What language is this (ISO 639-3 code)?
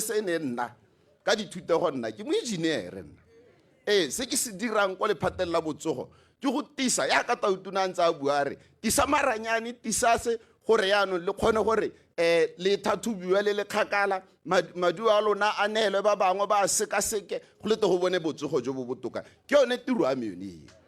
tsn